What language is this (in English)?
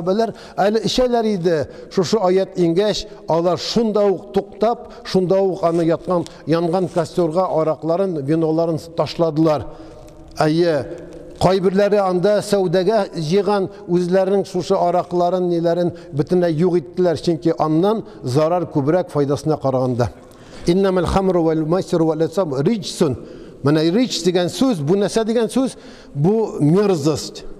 Tatar